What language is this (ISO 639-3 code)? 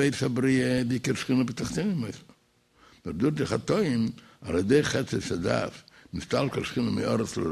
yid